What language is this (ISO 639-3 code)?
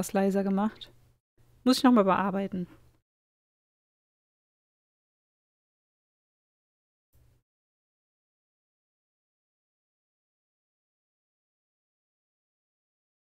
deu